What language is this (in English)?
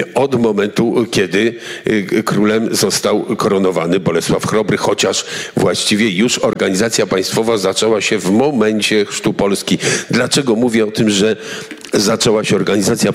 Polish